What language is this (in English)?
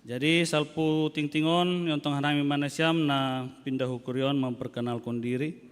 Batak Simalungun